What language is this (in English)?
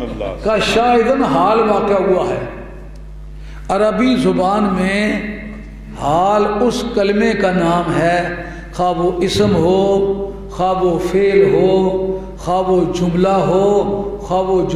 Urdu